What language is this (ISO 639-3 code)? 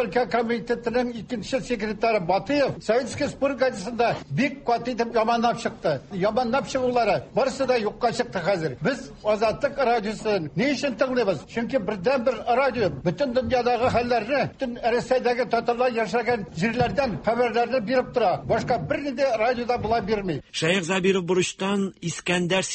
tat